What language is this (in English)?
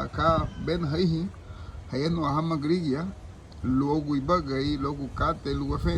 Garifuna